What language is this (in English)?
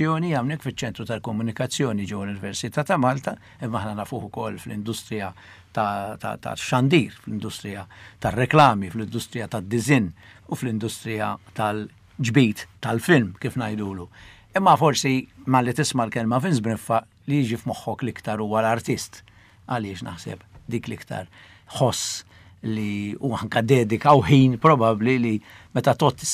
Maltese